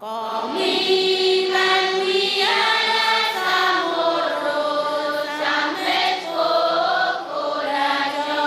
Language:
Pohnpeian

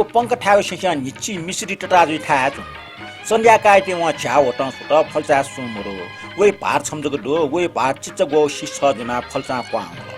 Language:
Newari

